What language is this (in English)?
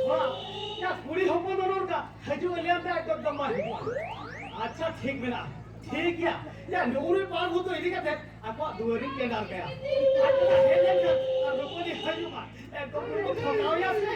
Santali